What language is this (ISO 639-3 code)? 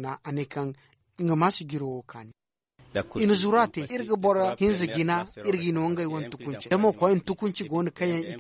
dje